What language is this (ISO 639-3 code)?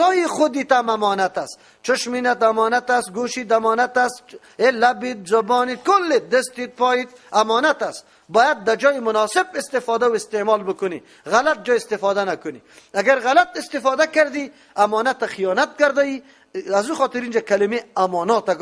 fas